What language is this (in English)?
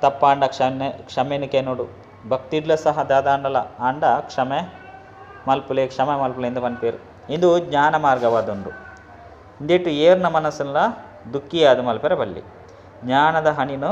Tulu